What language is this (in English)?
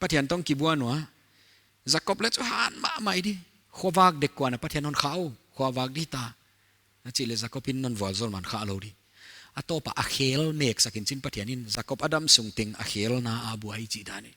Paite Chin